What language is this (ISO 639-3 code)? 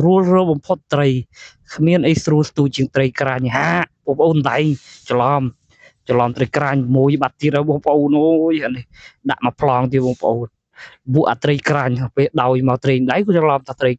khm